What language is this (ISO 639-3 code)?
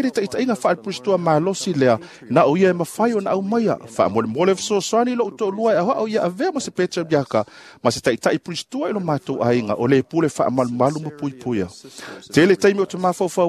smo